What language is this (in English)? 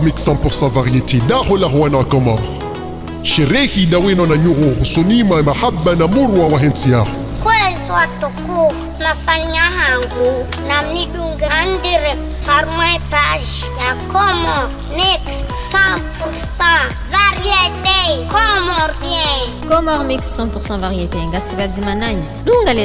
Ngazidja Comorian